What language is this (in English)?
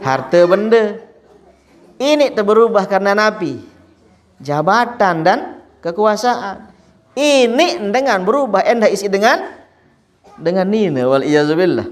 Sasak